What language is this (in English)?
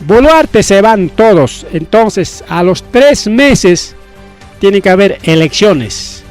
Ayacucho Quechua